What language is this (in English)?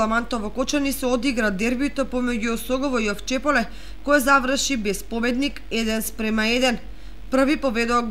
Macedonian